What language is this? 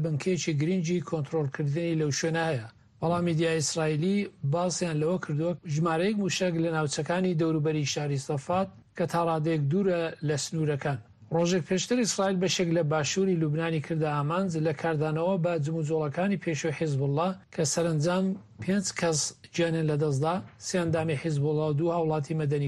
Central Kurdish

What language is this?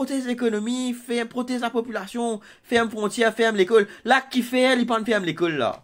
Morisyen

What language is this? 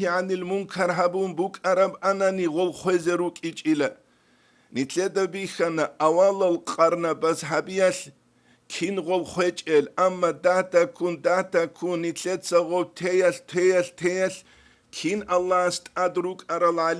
Avaric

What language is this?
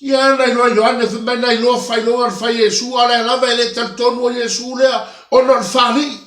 Samoan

